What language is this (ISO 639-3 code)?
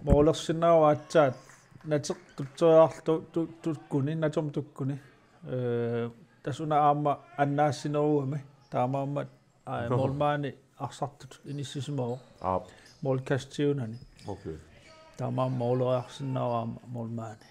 kal